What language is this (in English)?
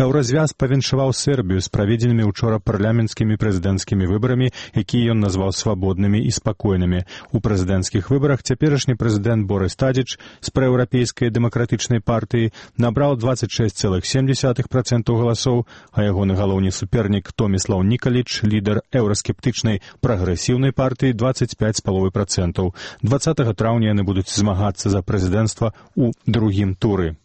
Belarusian